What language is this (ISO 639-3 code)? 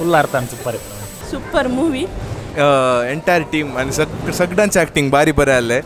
kok